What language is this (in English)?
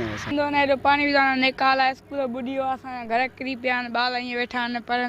Sindhi